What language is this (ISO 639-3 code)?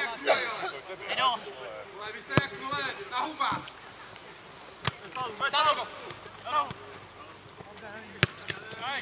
ces